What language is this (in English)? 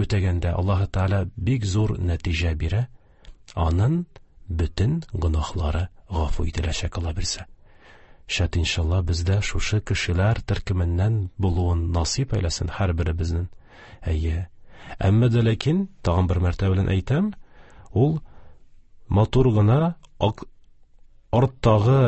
Tatar